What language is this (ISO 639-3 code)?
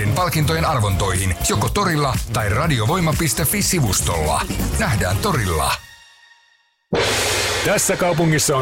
fin